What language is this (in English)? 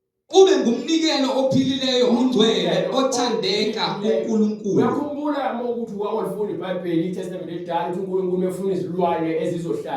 Zulu